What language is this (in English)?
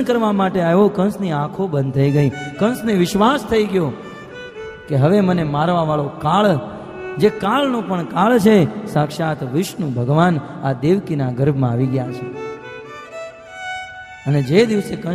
Gujarati